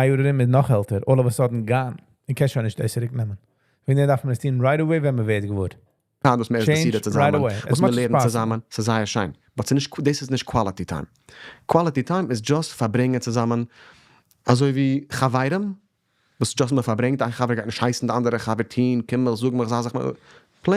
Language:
Yiddish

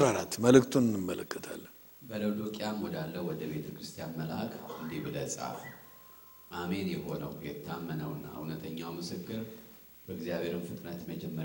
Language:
Amharic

